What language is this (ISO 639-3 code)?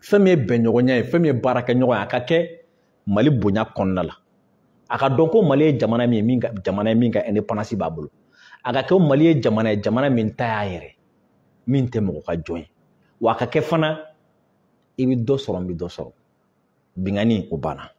bam